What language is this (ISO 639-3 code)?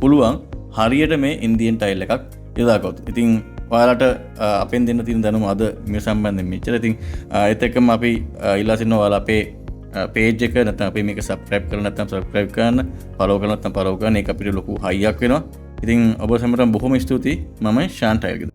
sin